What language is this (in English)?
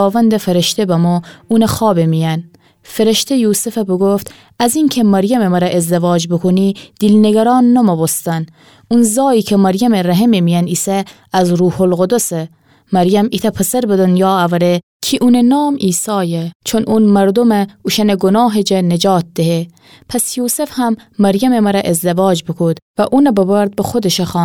Gilaki